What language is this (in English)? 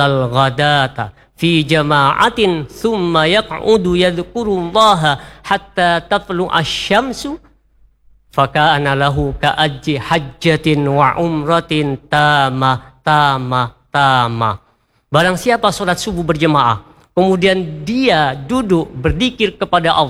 Indonesian